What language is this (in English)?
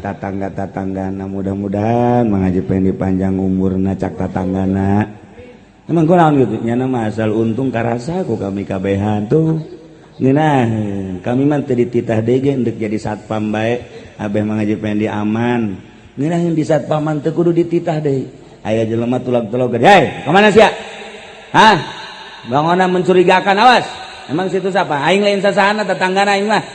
Sundanese